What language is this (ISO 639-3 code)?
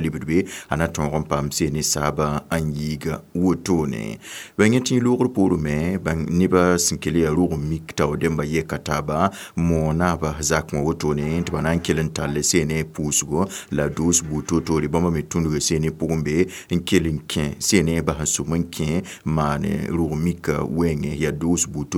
mos